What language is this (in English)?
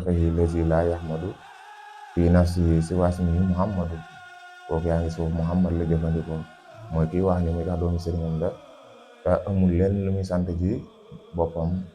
Wolof